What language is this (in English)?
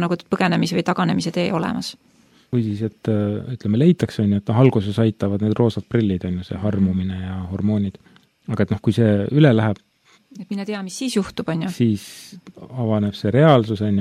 Estonian